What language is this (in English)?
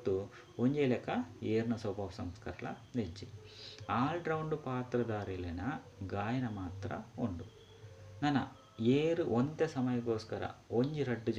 Tulu